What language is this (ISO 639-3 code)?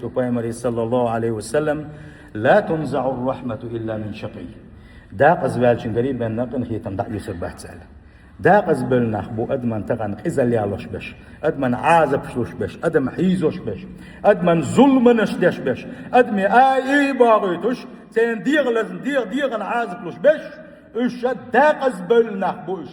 che